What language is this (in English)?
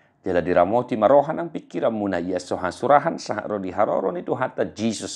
Batak Toba